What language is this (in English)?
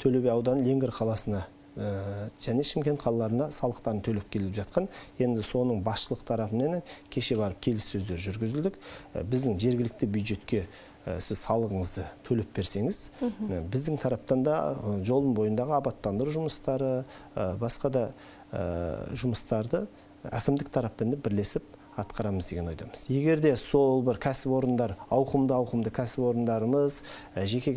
Kazakh